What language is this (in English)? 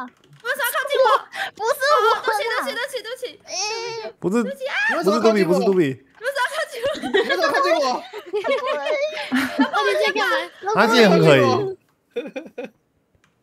Chinese